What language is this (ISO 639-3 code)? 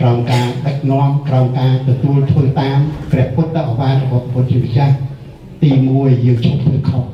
khm